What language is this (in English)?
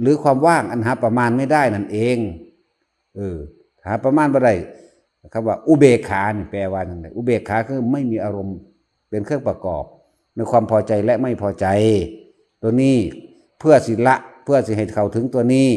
Northeastern Thai